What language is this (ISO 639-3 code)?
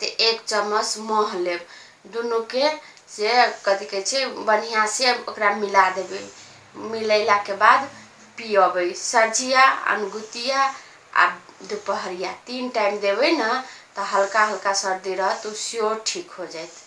mai